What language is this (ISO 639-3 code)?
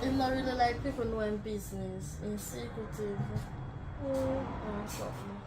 jam